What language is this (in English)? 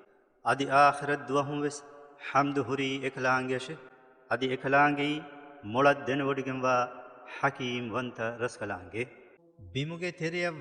Divehi